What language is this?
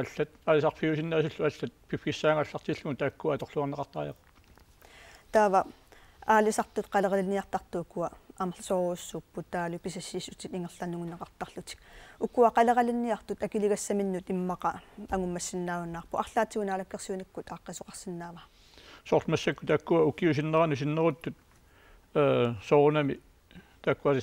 Kalaallisut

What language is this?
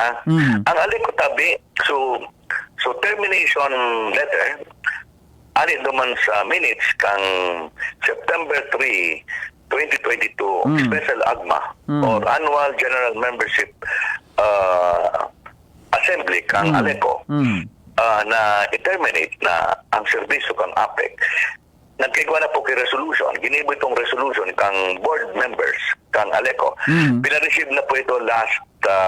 Bikol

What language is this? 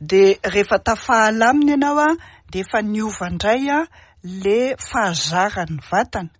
Malagasy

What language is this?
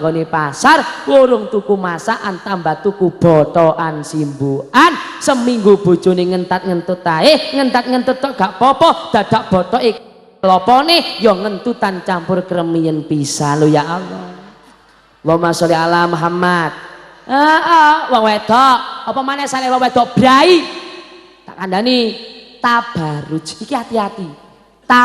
Javanese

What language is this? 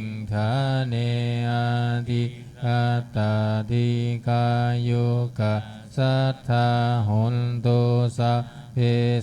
Pali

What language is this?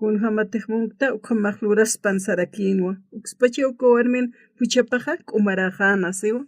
Aymara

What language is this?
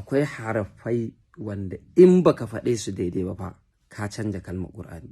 Hausa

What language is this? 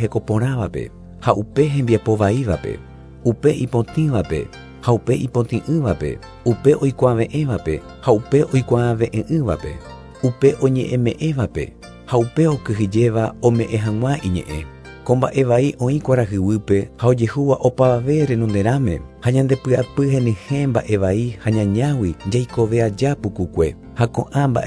Guarani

